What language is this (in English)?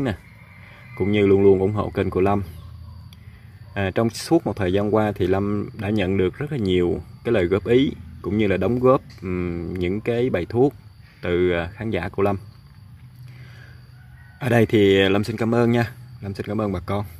Vietnamese